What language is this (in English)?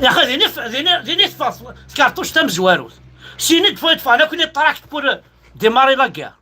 Kabyle